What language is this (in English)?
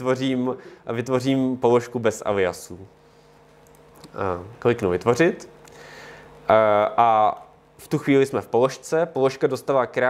Czech